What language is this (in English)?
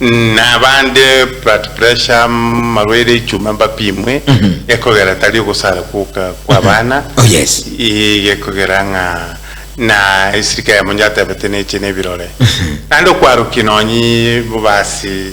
Gusii